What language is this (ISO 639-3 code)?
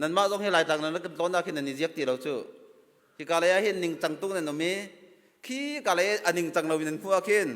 cnh